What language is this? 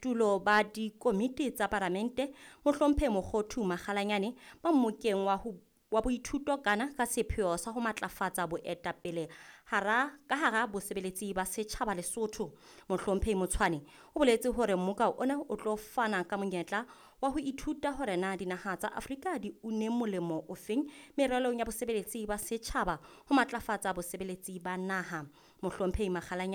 Southern Sotho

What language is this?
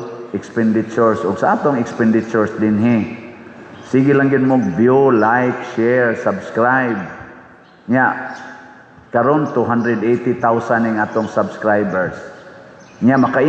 Cebuano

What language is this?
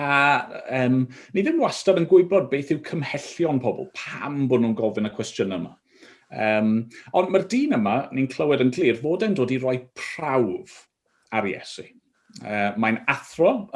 Welsh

